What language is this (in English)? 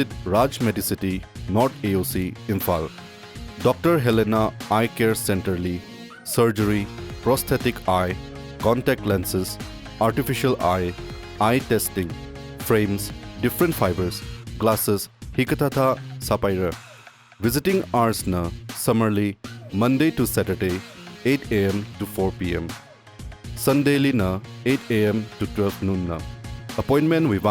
Tangkhul Naga (India)